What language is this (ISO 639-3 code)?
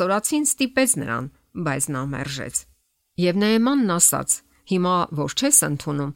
hye